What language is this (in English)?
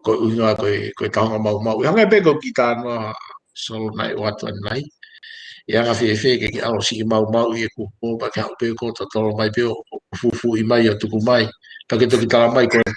Tongan